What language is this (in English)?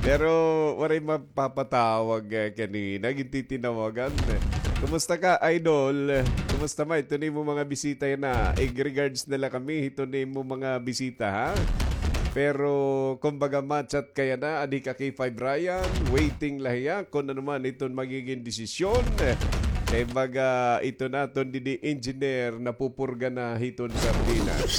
Waray